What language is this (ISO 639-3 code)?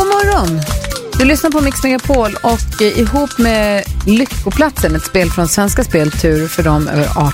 swe